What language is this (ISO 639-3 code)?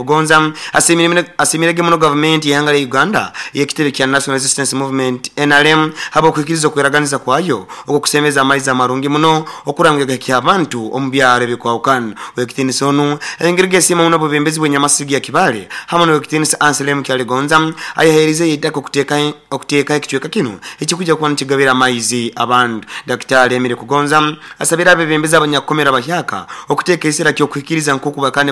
nyn